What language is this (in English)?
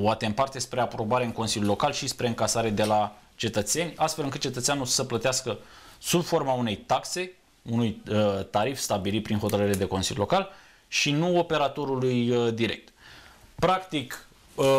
Romanian